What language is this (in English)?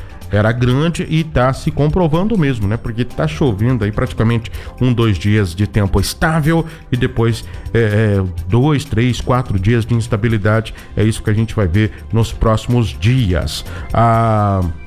Portuguese